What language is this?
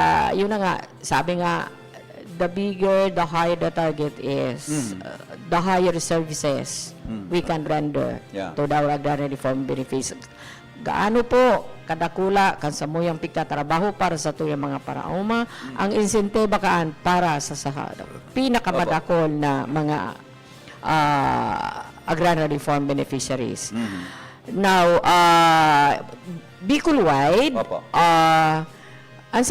Bikol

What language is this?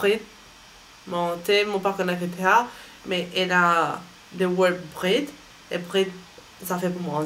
Morisyen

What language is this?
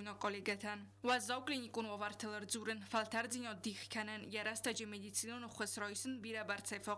Ossetic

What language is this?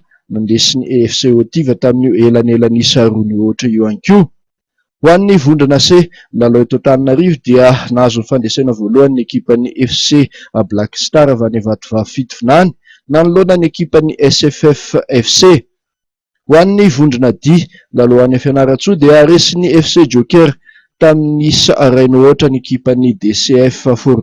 Malagasy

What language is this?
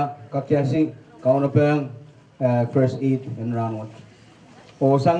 Pohnpeian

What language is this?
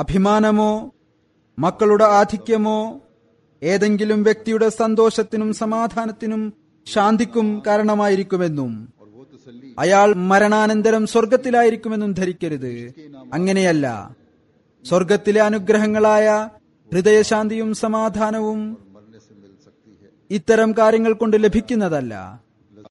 Malayalam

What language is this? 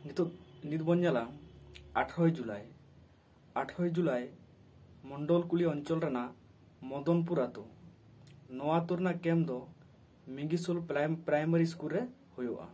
Santali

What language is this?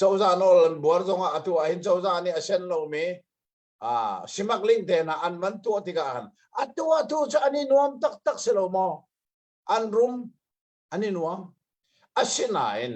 Hakha Chin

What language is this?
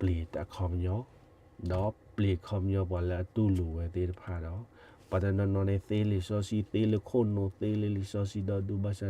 S'gaw Karen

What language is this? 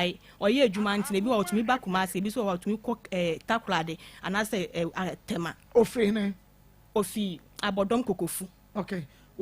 Akan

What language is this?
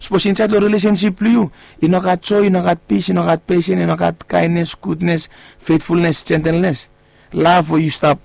Bislama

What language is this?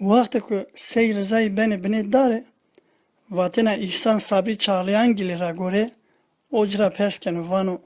Zaza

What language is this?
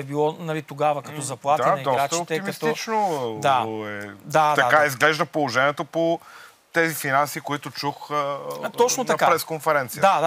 Bulgarian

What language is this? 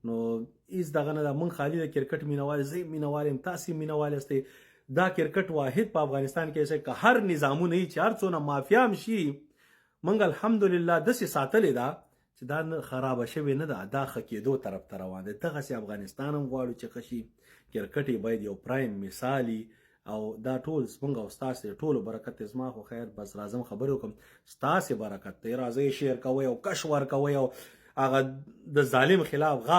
Pashto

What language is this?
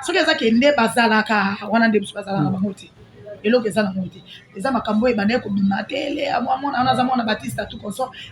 Lingala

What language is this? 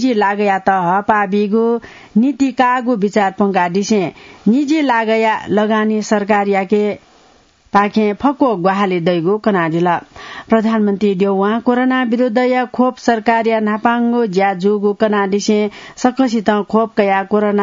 Newari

